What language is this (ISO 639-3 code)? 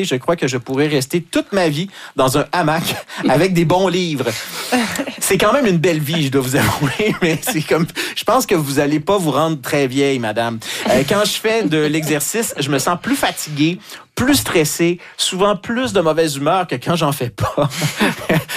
fra